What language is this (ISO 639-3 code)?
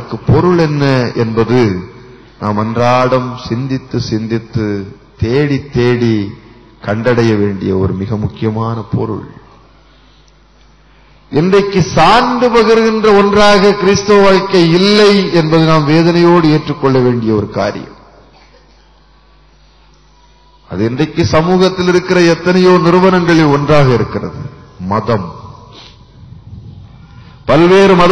tam